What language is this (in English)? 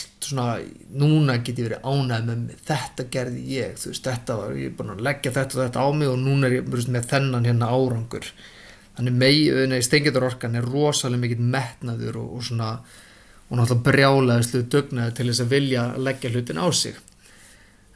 Icelandic